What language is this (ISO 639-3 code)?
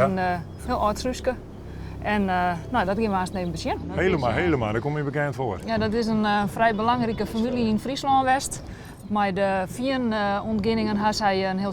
fry